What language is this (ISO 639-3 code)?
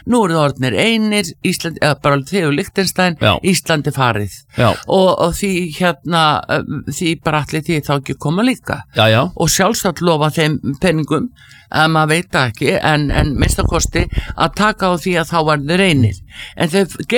isl